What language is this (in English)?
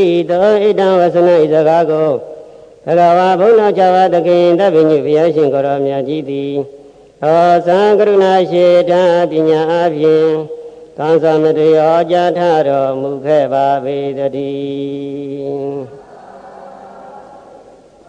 Burmese